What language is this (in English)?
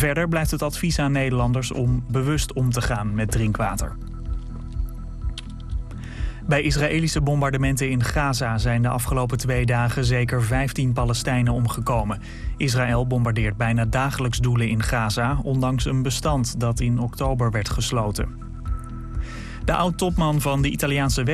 Dutch